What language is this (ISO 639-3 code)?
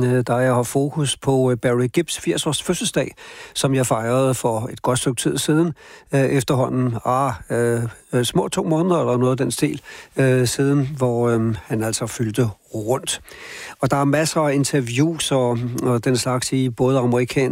dan